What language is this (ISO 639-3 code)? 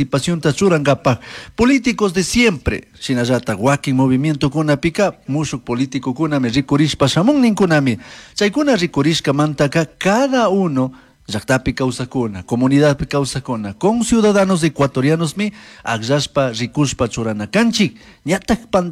qug